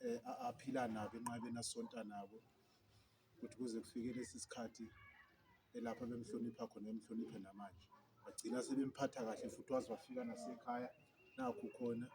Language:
Zulu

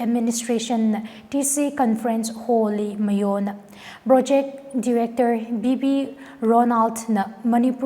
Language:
Tangkhul Naga (India)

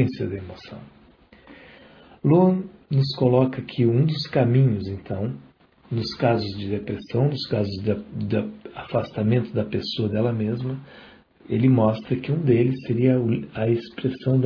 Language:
Portuguese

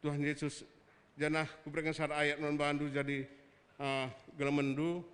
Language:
Batak Karo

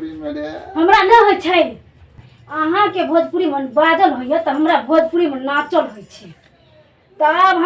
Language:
Maithili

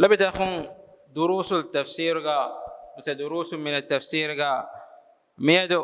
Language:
Divehi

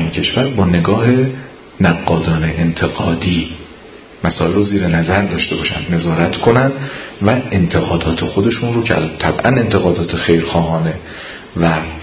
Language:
Persian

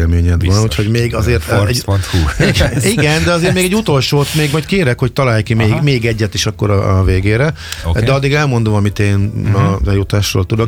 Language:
Hungarian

